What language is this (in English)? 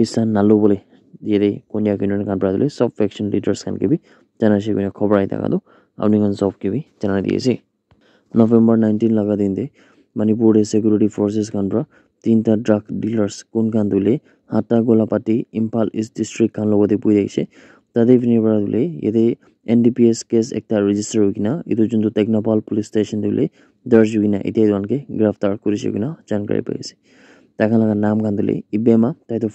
Naga Pidgin